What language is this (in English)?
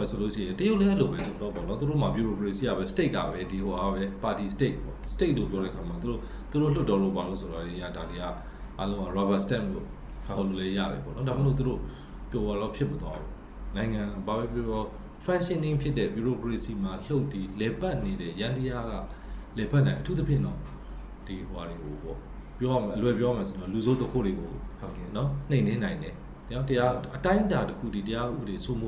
Burmese